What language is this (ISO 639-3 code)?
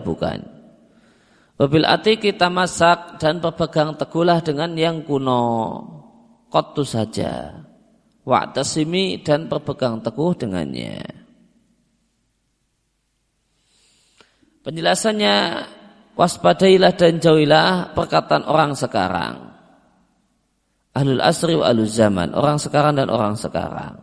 ind